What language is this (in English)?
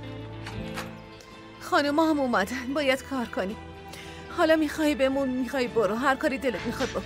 Persian